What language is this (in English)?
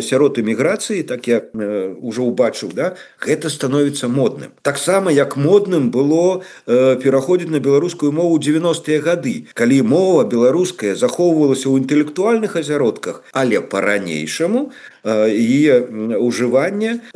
Belarusian